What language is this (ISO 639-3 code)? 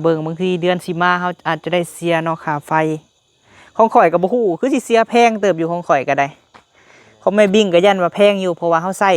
lao